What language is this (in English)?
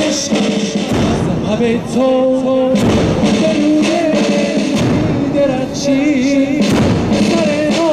Persian